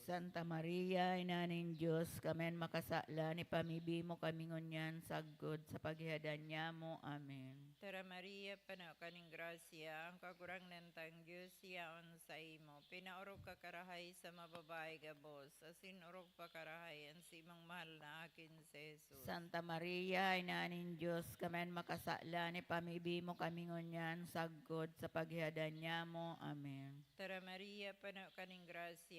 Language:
Bikol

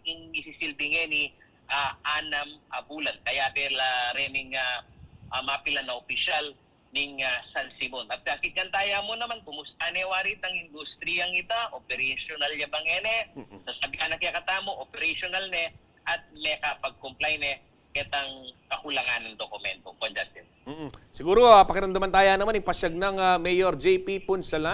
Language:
Pampanga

